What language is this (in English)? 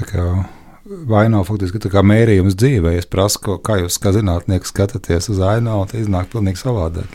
Latvian